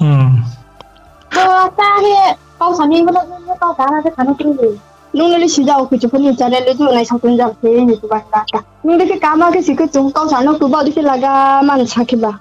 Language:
Riang (India)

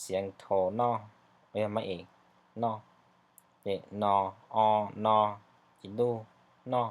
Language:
Hmong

